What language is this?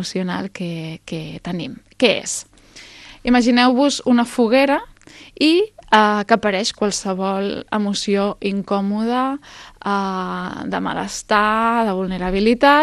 Catalan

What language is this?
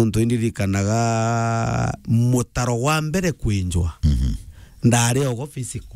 Meru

